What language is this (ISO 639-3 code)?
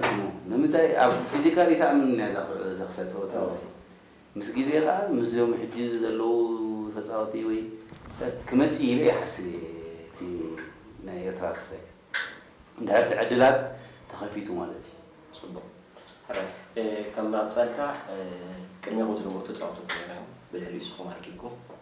tir